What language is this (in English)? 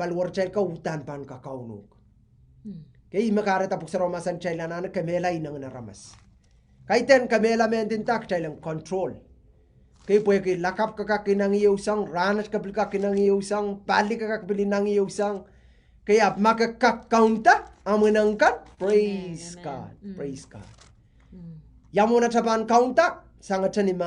Pohnpeian